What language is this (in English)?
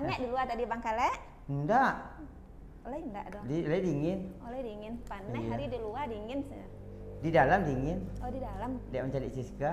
Minangkabau